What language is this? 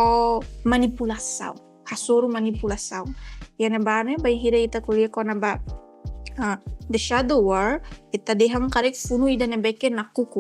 Tetum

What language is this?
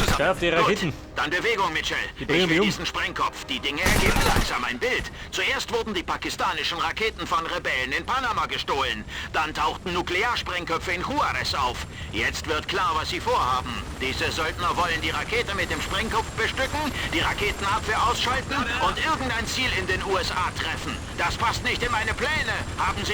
Bavarian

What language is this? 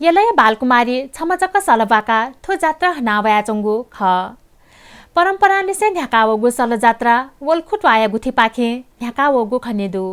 Newari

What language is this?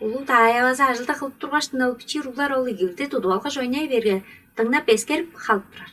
Tuvinian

